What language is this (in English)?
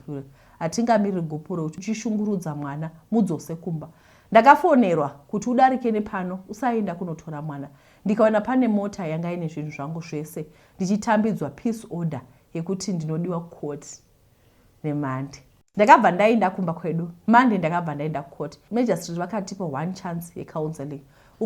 Shona